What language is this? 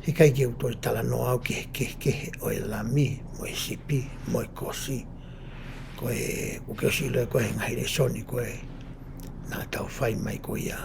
Tongan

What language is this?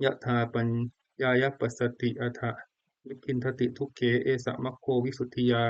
Pali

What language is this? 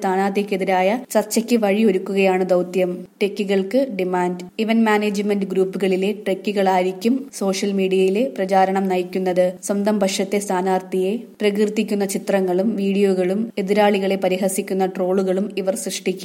Malayalam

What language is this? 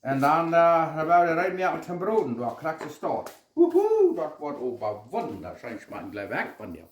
Plautdietsch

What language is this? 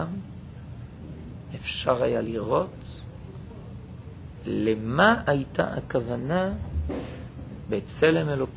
Hebrew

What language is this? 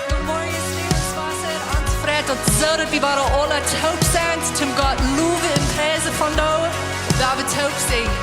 Plautdietsch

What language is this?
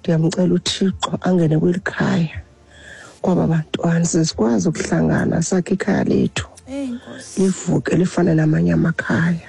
Xhosa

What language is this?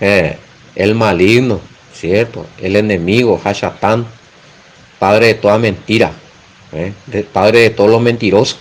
Guarani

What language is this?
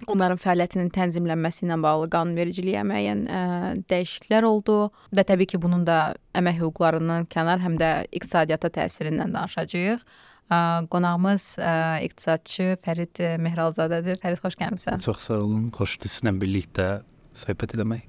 Azerbaijani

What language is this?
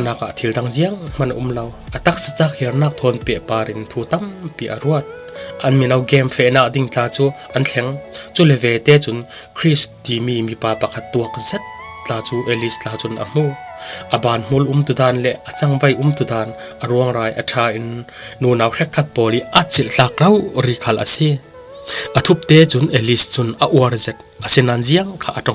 Falam Chin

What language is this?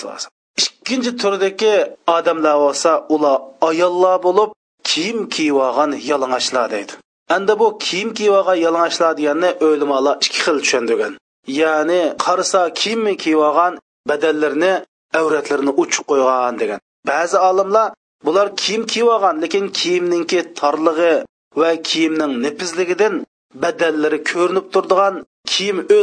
Uyghur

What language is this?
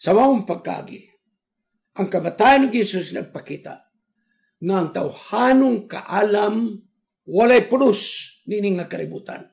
Cebuano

